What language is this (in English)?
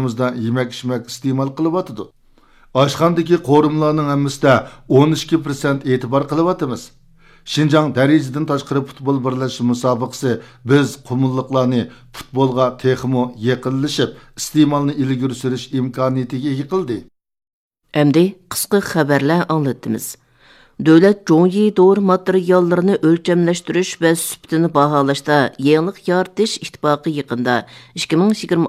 Uyghur